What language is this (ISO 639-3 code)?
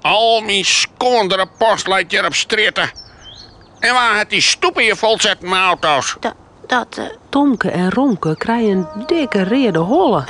fry